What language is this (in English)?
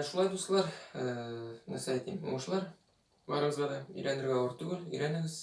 Tatar